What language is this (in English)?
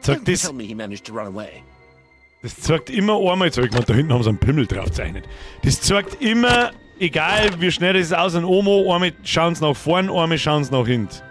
Bavarian